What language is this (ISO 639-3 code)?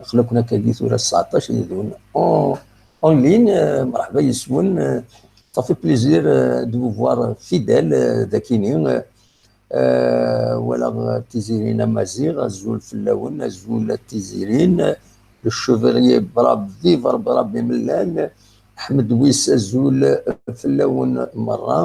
kab